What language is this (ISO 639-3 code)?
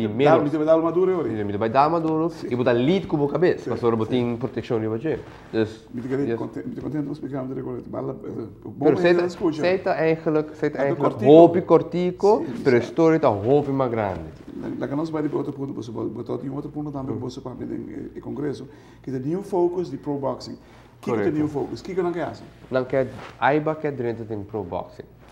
pap